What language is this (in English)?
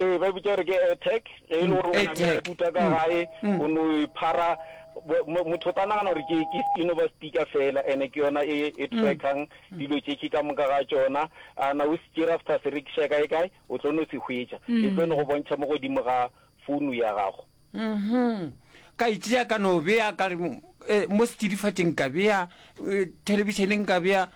Northern Sotho